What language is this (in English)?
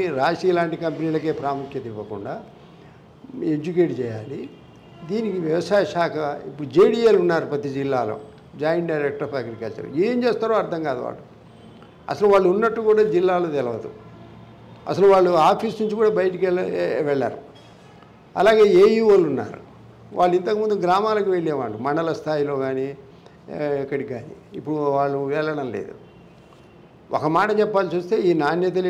Telugu